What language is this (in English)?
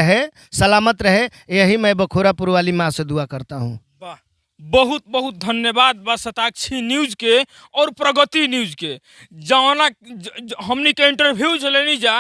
Bhojpuri